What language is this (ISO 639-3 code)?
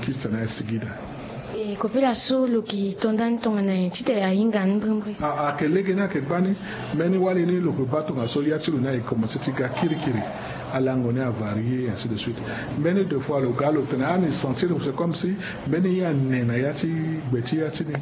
sag